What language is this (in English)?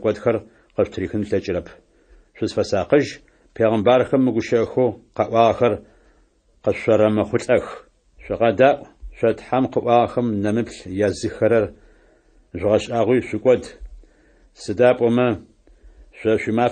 Adyghe